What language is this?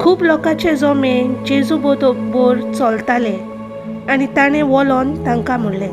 Konkani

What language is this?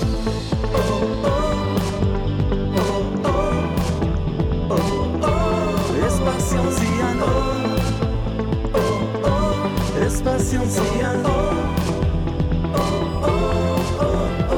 Basque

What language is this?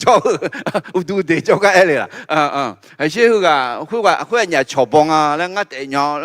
Akha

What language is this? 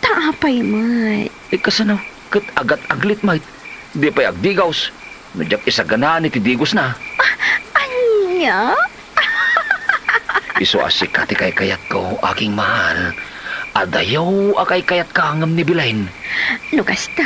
Iloko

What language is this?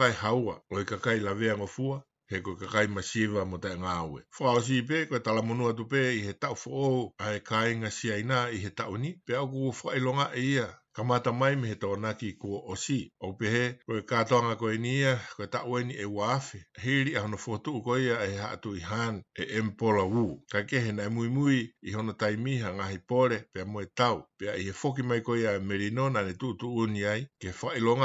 Tongan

